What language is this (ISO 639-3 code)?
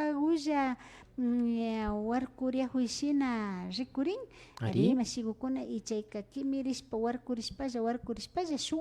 qvi